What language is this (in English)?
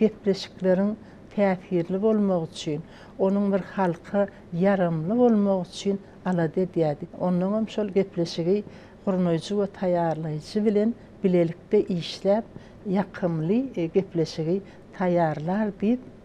Turkmen